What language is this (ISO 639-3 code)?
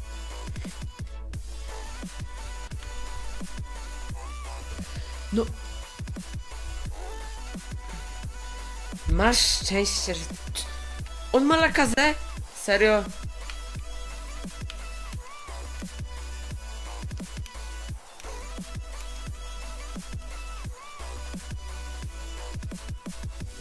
pol